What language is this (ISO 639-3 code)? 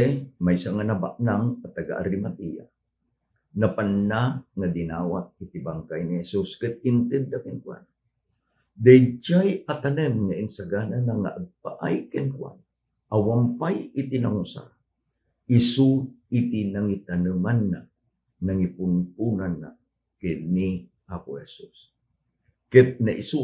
ilo